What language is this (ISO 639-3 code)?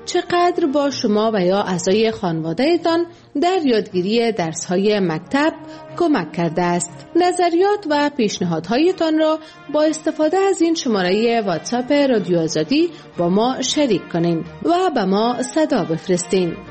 fas